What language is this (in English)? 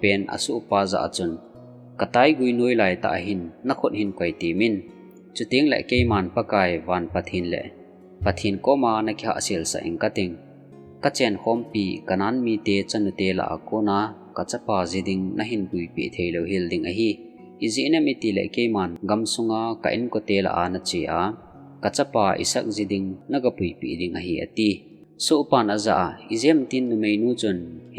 Thado Chin